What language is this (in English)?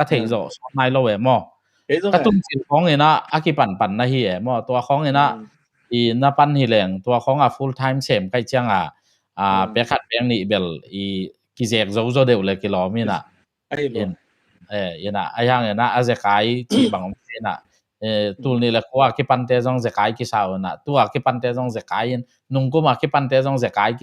Tedim Chin